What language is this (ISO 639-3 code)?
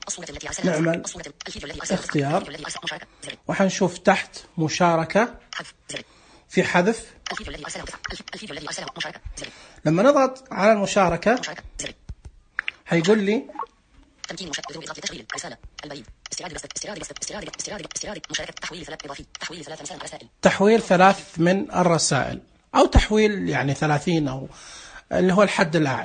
ars